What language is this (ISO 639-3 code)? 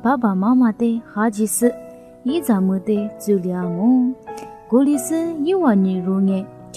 lis